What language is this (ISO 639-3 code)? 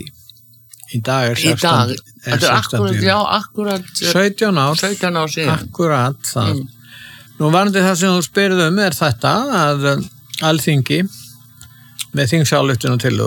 isl